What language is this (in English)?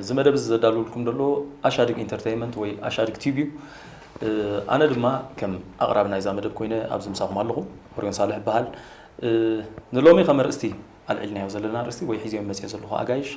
Tigrinya